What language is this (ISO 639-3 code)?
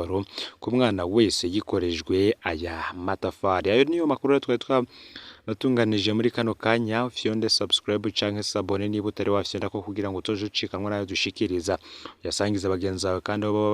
run